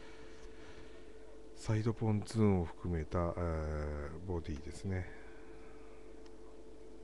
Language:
Japanese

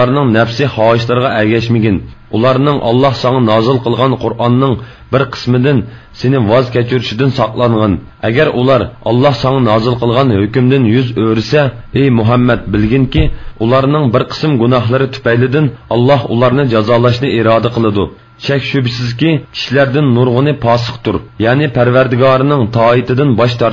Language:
Uyghur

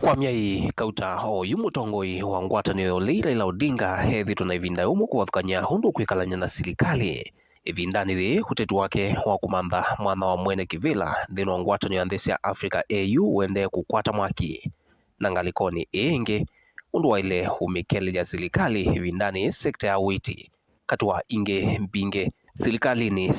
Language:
Kamba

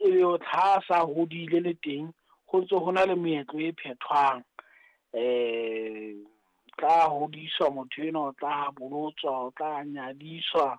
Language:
Southern Sotho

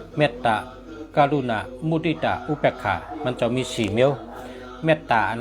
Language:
Shan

